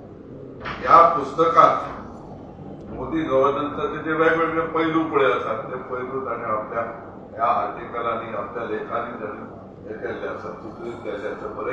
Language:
Konkani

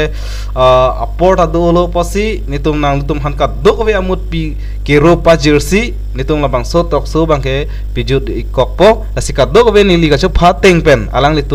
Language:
Karbi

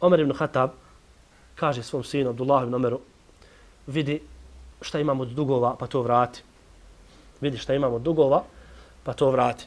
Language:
Bosnian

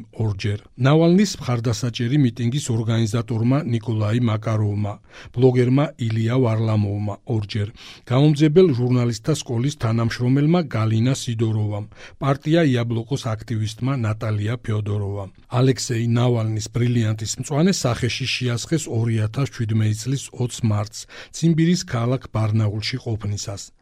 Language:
Georgian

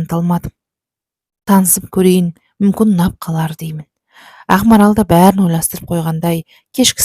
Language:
Kazakh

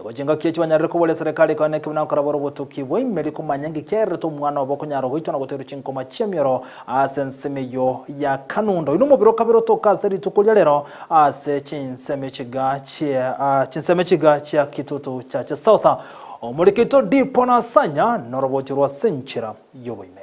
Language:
Gusii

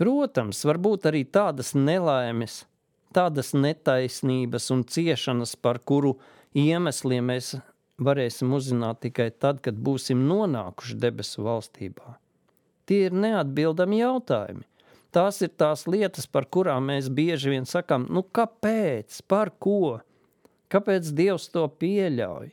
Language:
Latvian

